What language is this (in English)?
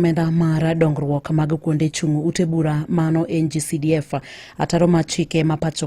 Luo (Kenya and Tanzania)